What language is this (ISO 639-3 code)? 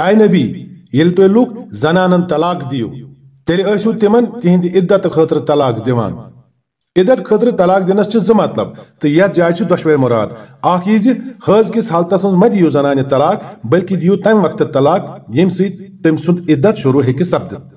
kas